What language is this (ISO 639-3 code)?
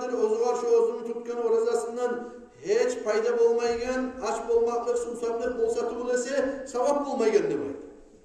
kum